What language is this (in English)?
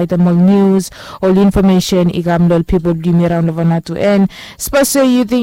Bislama